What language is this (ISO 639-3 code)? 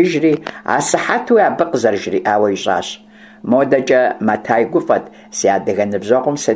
kbd